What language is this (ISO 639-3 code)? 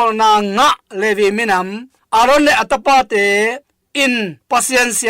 ctd